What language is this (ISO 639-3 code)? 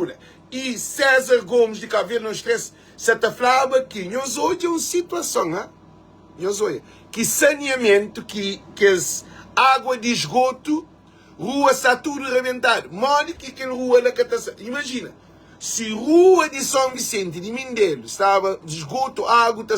kea